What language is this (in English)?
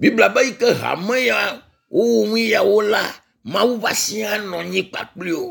Ewe